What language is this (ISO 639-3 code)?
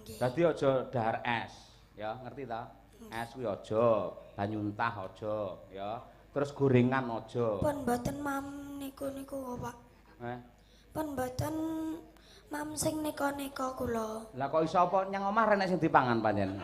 jav